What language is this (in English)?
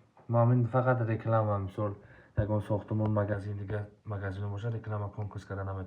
Tajik